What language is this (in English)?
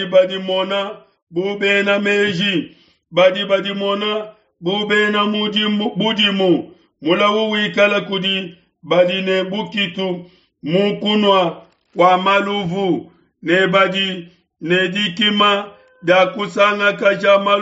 Luba-Lulua